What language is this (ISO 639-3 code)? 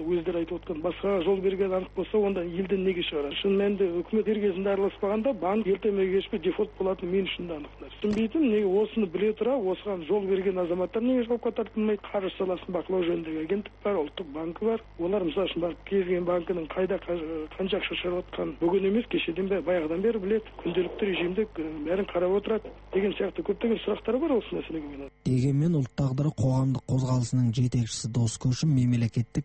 kaz